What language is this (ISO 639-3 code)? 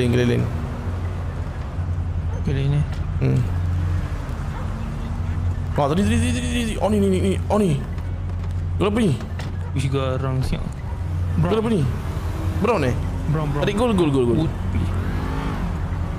msa